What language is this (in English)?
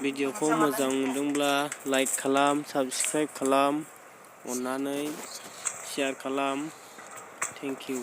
Bodo